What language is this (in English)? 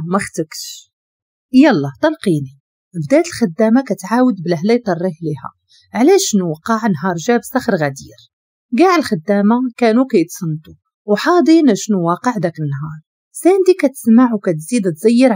Moroccan Arabic